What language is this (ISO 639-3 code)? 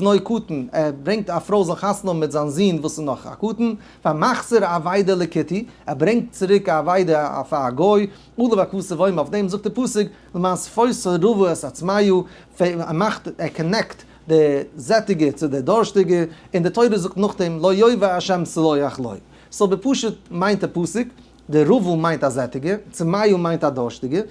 yid